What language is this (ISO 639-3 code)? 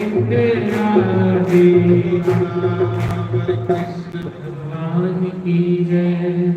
doi